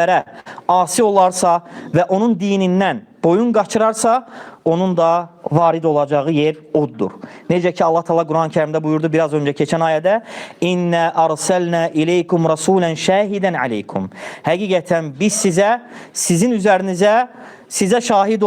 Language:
Azerbaijani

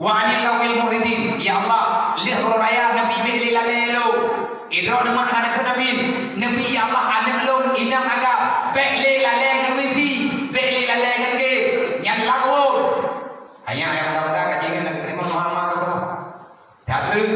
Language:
Achinese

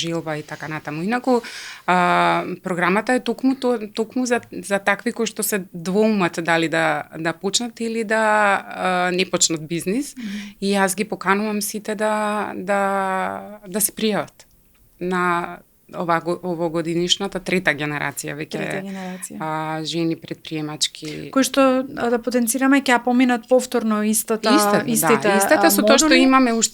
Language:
Macedonian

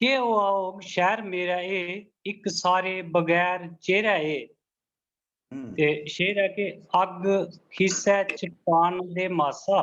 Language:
Dogri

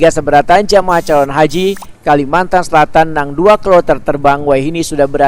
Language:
Banjar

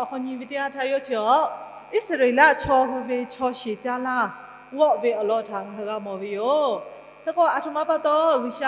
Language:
Lahu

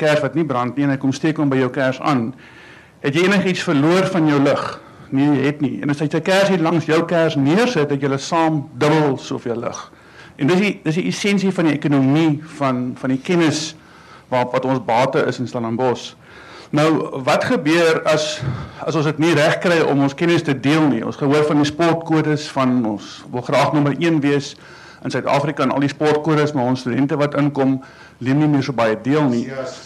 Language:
Afrikaans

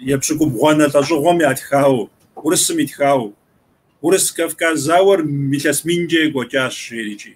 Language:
Kabardian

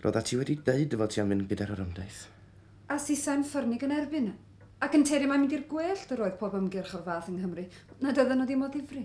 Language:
Welsh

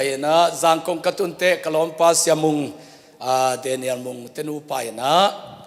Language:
Tedim Chin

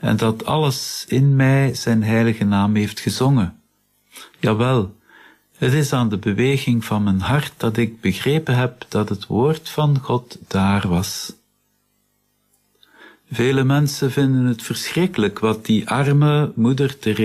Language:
Dutch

